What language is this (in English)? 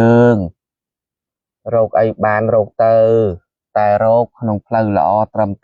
Khmer